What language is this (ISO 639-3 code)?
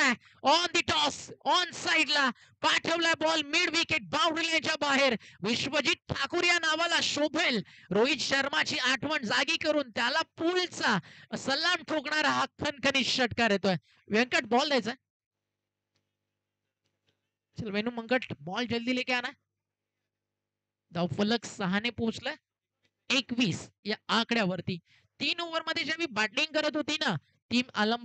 mar